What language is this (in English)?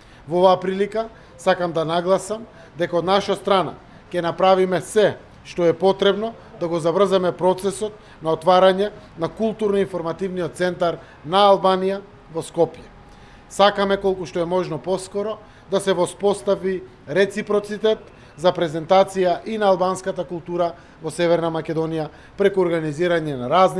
Macedonian